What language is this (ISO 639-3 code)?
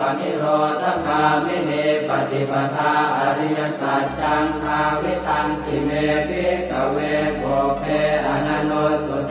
pli